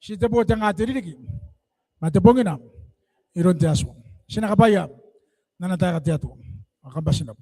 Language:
Gilbertese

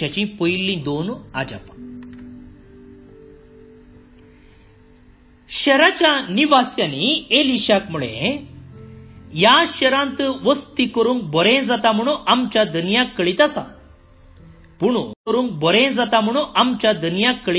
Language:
Konkani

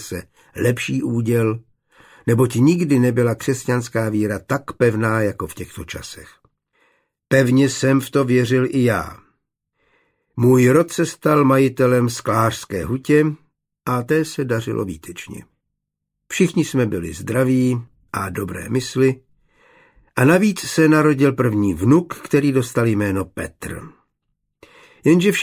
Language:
Czech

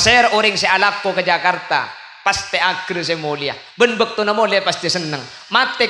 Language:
Madurese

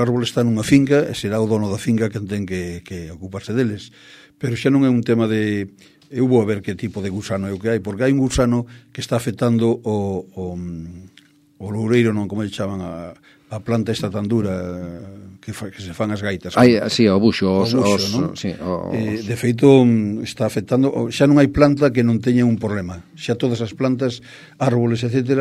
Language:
Galician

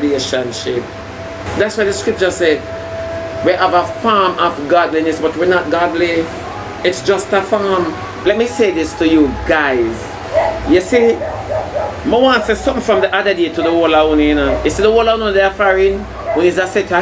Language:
Jamaican Creole English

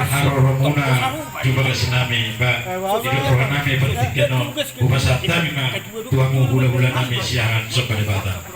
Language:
Batak Toba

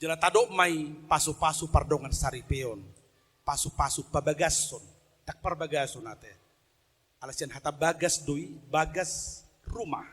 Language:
Batak Toba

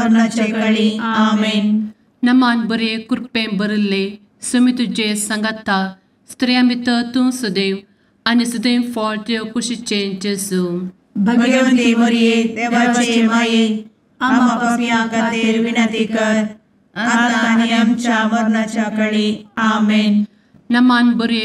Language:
Konkani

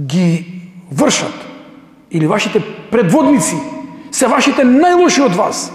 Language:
Macedonian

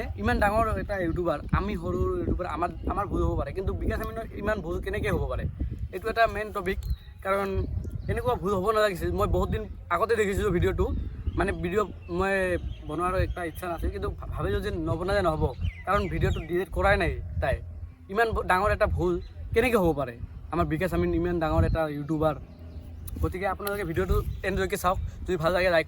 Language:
Assamese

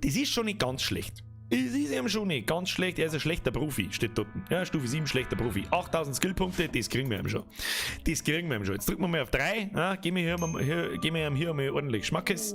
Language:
Bavarian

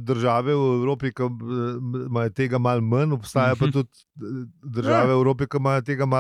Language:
Slovenian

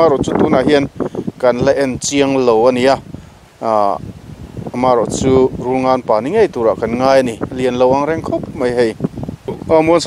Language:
Mizo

